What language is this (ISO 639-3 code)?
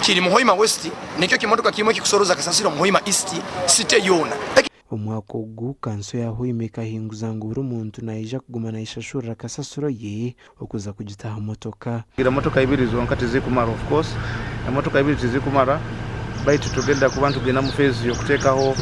nyn